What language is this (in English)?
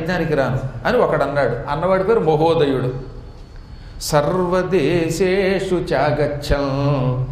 Telugu